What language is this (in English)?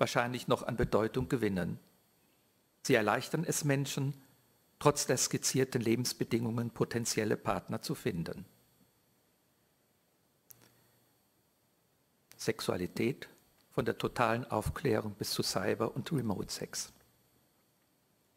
German